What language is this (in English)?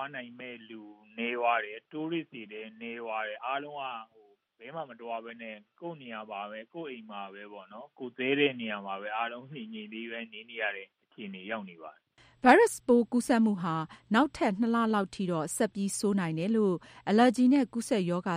Burmese